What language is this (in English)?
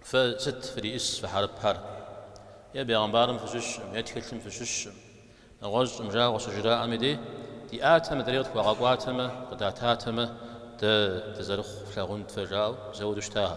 Kabardian